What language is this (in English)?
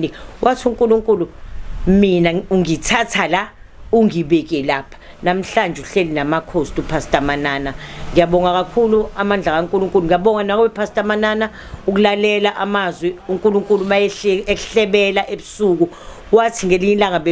Zulu